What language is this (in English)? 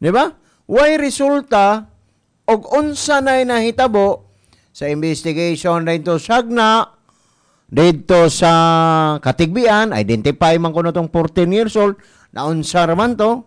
Cebuano